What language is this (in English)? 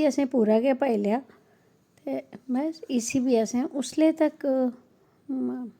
Dogri